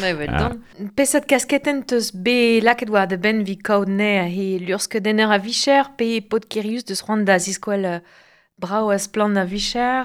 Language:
Breton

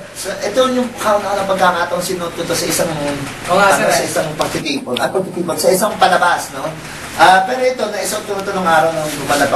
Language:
Filipino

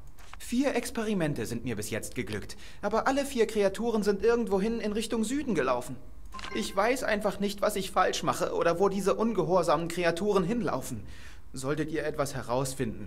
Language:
Swiss German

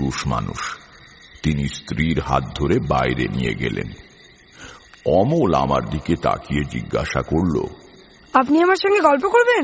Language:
Bangla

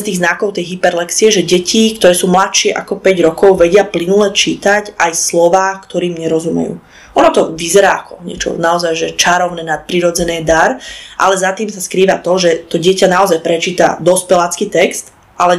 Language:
Slovak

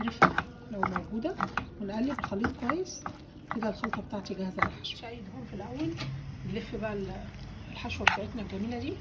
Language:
Egyptian Arabic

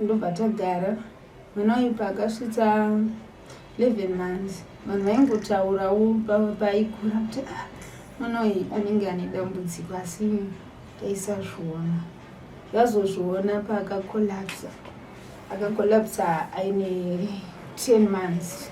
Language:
Shona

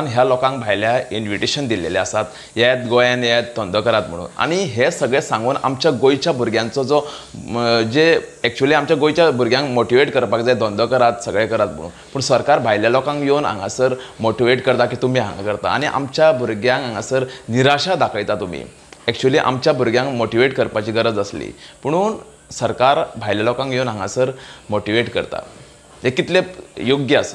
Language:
Konkani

